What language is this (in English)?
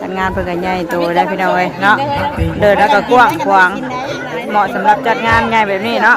Northeastern Thai